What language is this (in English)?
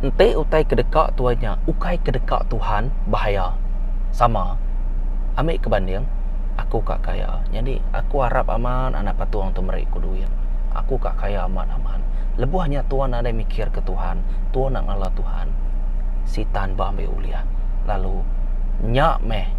Iban